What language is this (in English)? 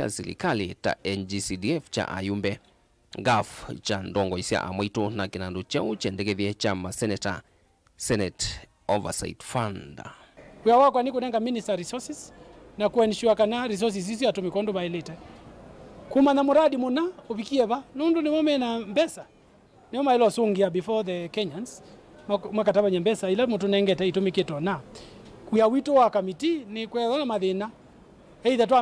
Kamba